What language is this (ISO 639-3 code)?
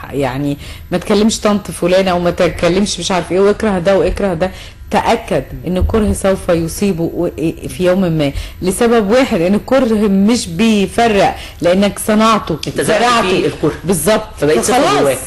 arz